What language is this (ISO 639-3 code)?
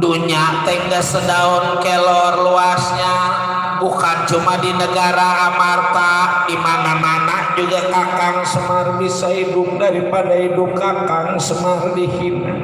bew